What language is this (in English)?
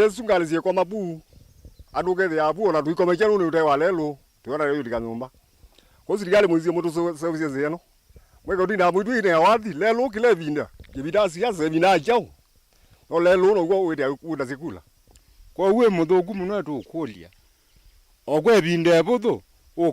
Kamba